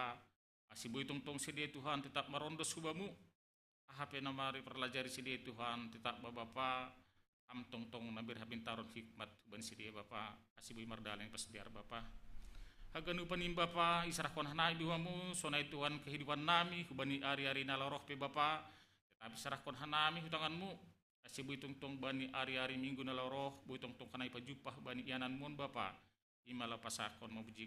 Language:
Batak Simalungun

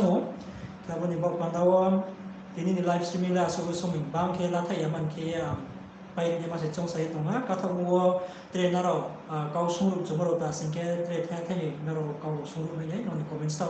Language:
Riang (India)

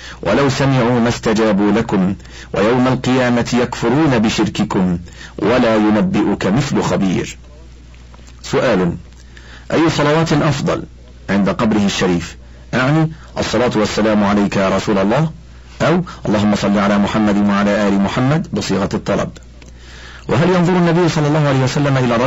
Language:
Arabic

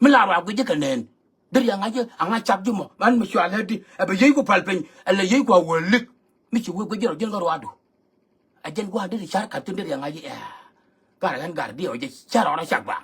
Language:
Nuer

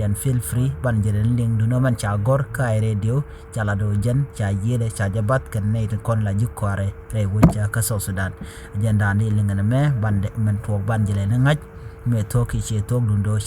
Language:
Nuer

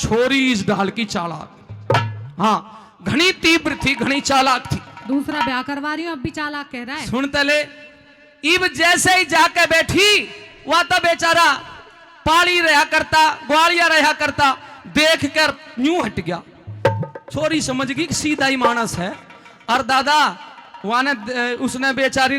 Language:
Haryanvi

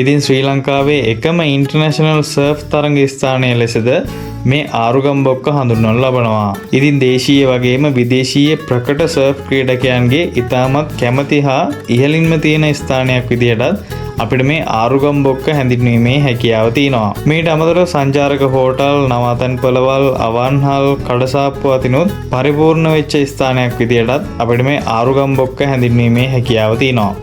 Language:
Sinhala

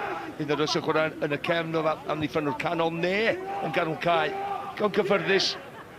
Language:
Welsh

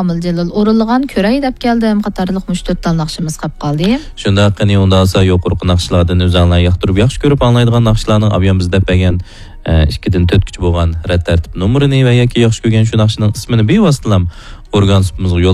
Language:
Uyghur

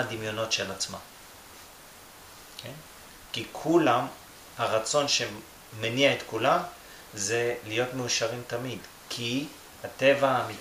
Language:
Hebrew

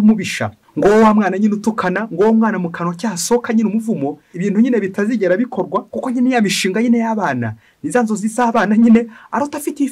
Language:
Kinyarwanda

